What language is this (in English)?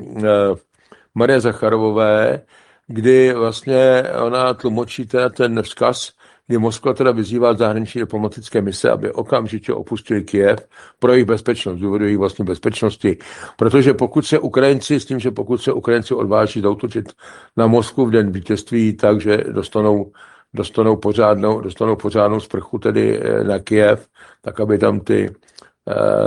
Czech